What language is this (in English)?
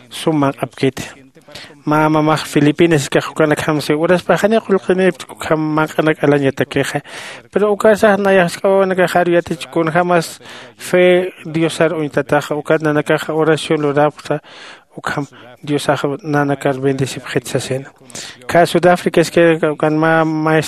Aymara